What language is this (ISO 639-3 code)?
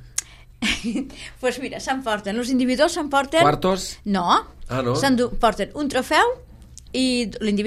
cat